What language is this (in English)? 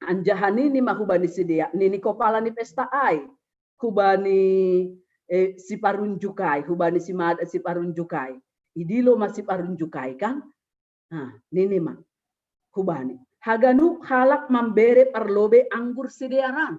Batak Simalungun